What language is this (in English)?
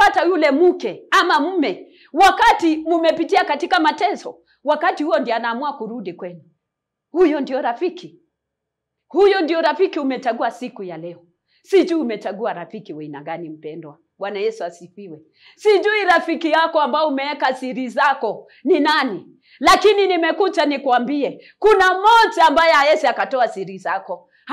Swahili